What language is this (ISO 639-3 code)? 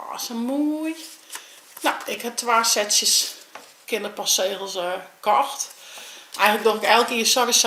fry